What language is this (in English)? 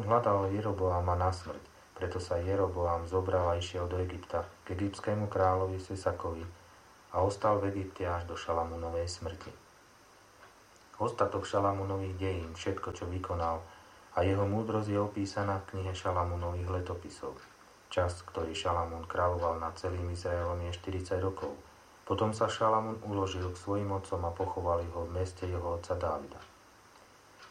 Slovak